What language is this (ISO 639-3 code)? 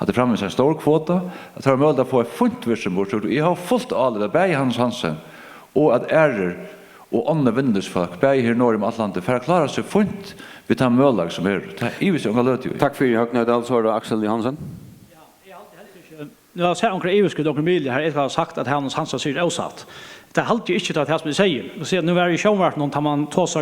fao